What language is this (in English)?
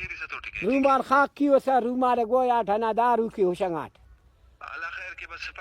Brahui